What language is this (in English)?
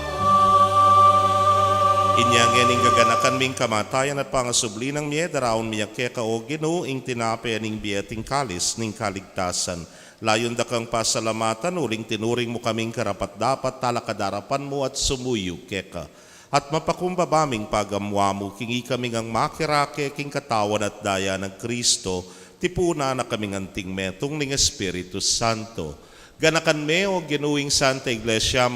Pampanga